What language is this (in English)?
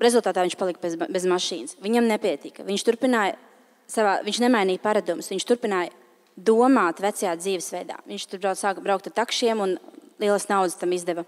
Latvian